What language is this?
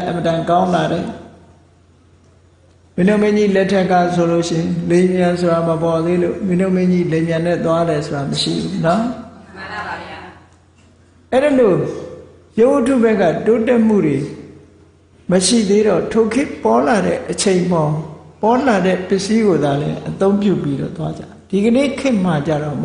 Burmese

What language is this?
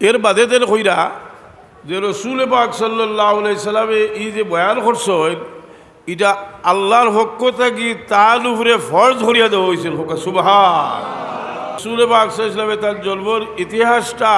Sylheti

